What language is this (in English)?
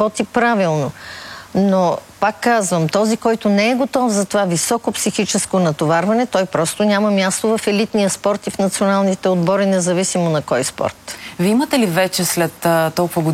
Bulgarian